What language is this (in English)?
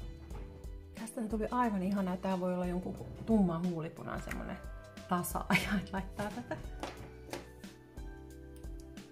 Finnish